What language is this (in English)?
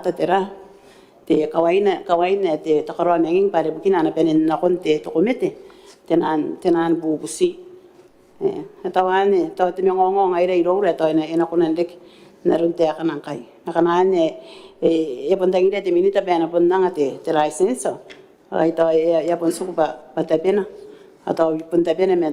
Gilbertese